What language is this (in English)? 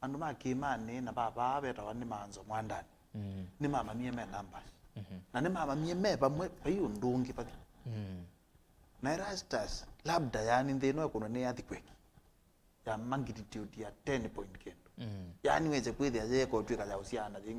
Kamba